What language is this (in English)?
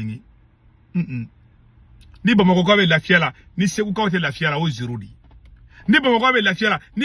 Bambara